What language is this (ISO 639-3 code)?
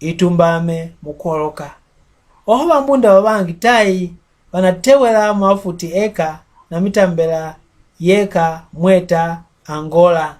mck